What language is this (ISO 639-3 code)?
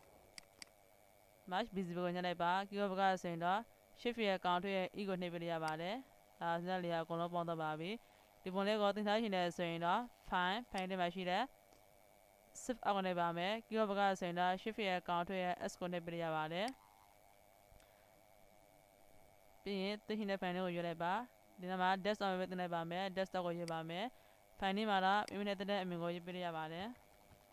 mya